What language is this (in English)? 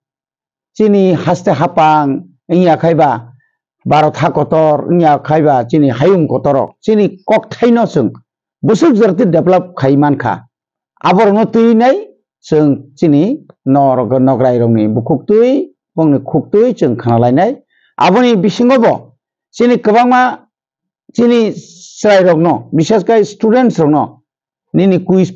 Kok Borok